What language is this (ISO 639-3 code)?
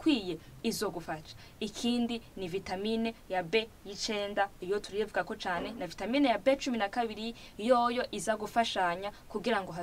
run